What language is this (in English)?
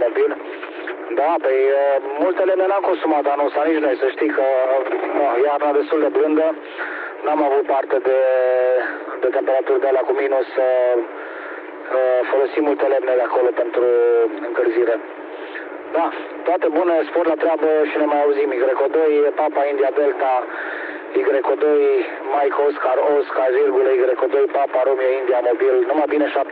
Romanian